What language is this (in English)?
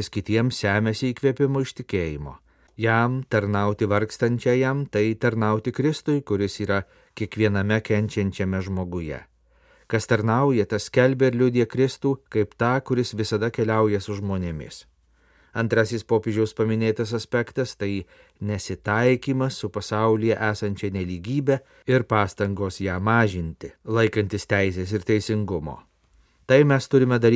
Lithuanian